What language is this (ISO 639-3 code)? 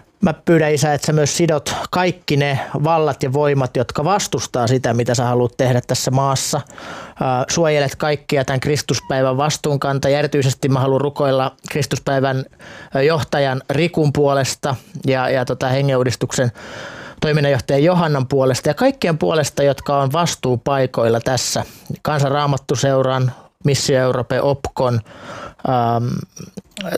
fin